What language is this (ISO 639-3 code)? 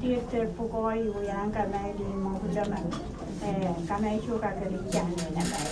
pon